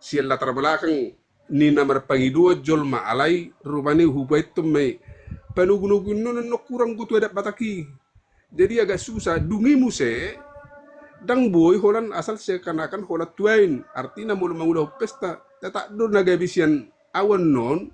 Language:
Batak Toba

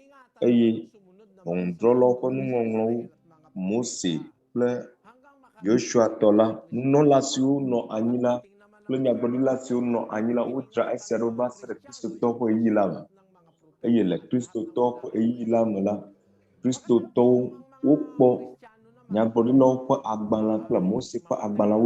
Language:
Ewe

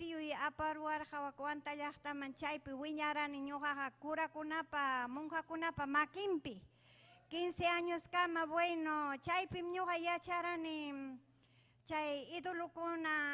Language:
Ayacucho Quechua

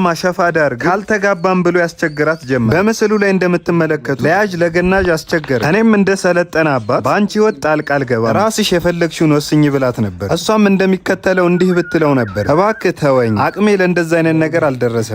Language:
Amharic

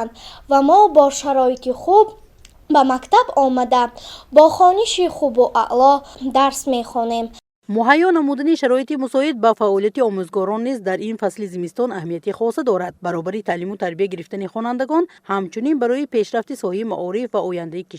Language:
Tajik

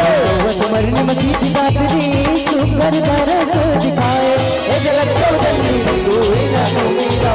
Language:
Chhattisgarhi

